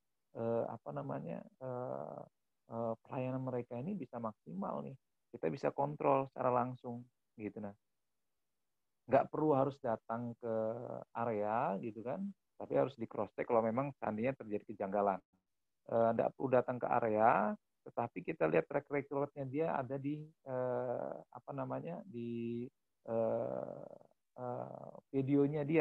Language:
Indonesian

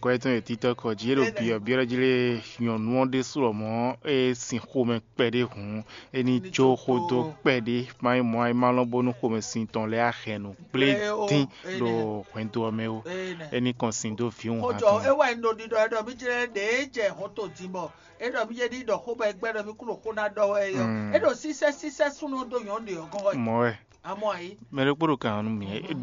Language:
Fon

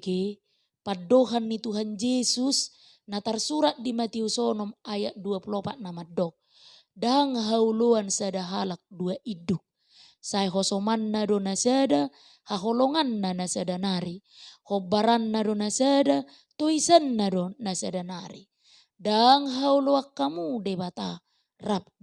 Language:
Batak Toba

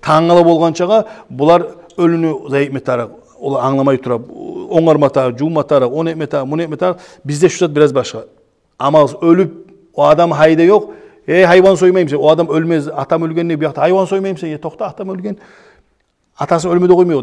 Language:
Kumyk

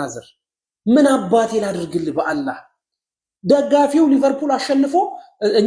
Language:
Amharic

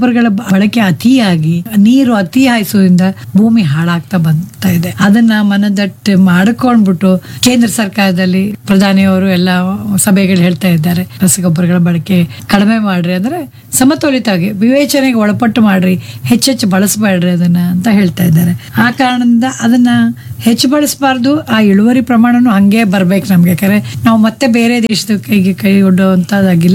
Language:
Kannada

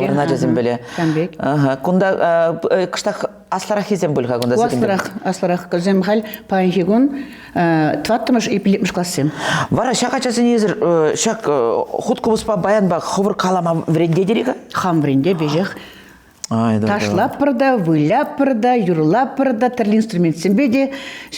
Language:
Chuvash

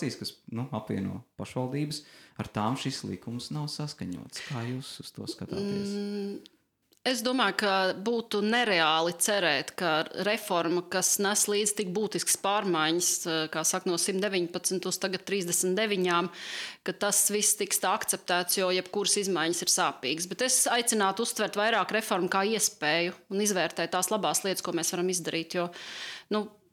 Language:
Latvian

